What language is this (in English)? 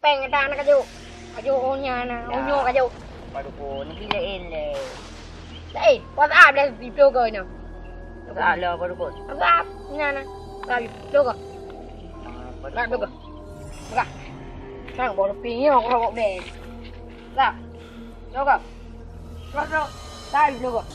Achinese